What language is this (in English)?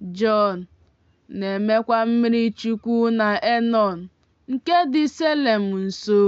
Igbo